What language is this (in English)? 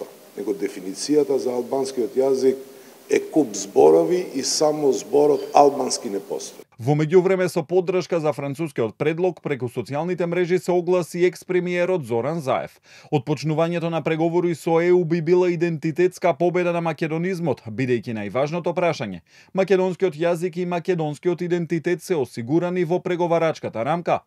Macedonian